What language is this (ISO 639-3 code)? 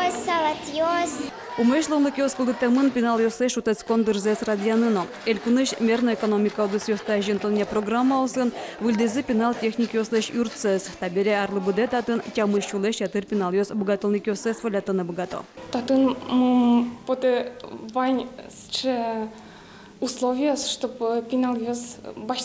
udm